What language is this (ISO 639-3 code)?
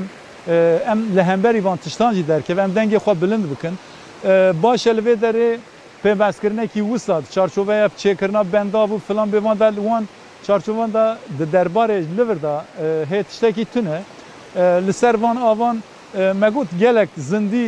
kur